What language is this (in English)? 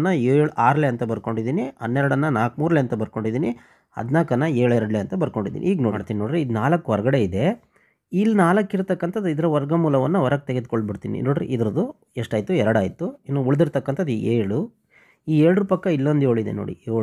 Kannada